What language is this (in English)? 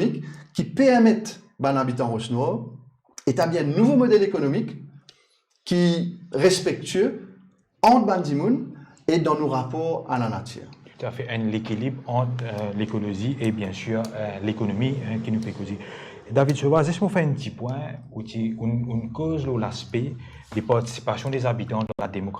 Morisyen